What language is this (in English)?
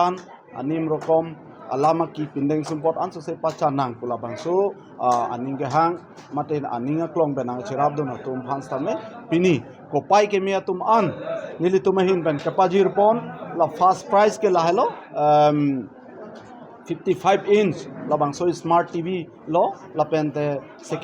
Karbi